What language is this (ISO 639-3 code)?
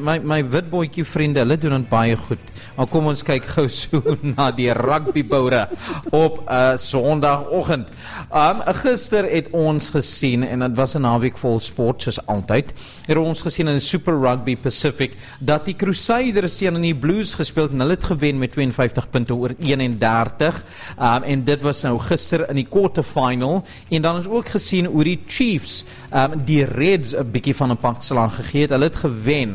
afr